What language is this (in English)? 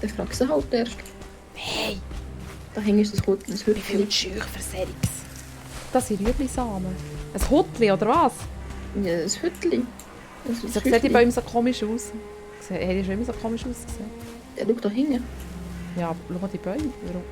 Swiss German